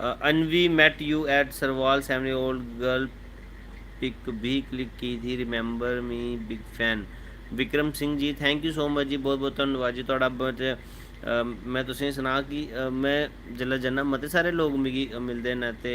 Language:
Dogri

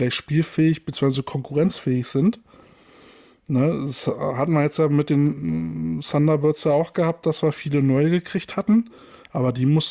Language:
German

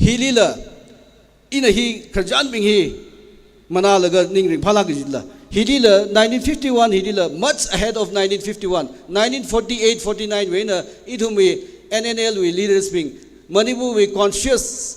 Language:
Tangkhul Naga (India)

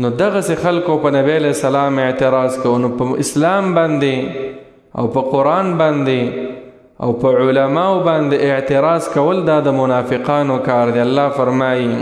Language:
Pashto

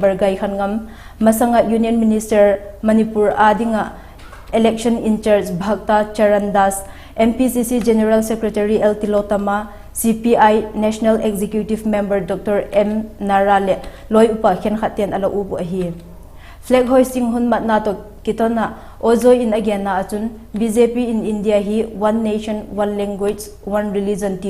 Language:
Vaiphei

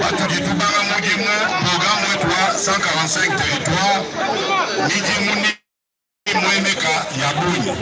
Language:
Luba-Lulua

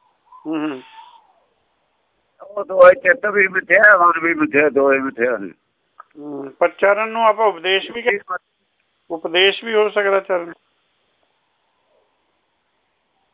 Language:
Punjabi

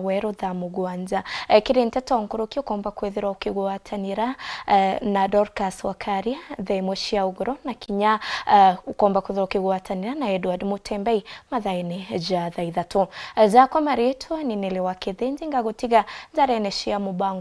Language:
Meru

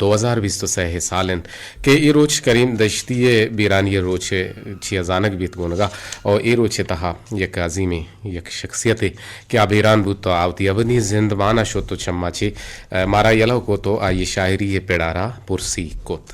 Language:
Eastern Balochi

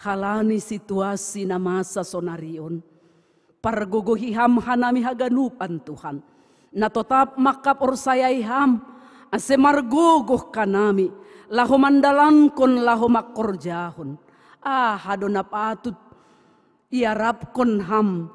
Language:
Batak Simalungun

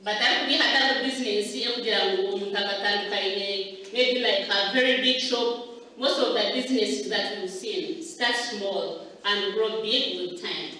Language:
Nyankole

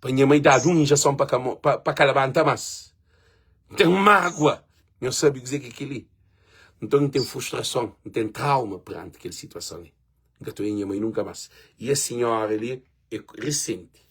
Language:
Kabuverdianu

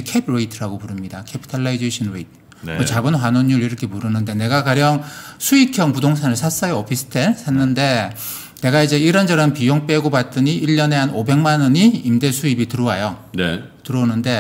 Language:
Korean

